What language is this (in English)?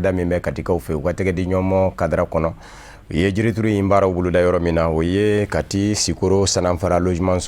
Bambara